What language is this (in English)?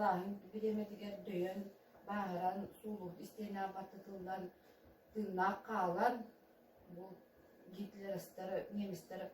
Yakut